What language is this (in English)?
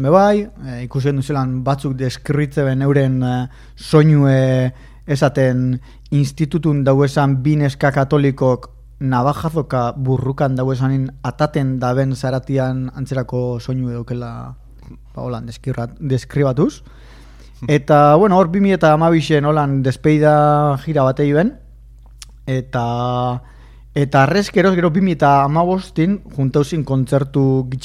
Basque